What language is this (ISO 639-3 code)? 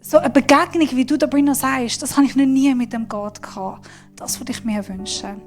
gsw